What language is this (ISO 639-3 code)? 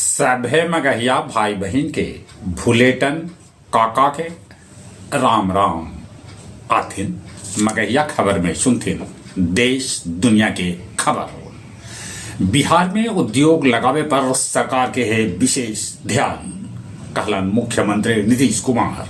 mag